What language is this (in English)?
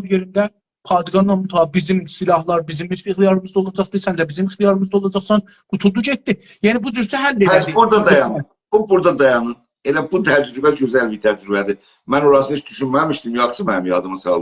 South Azerbaijani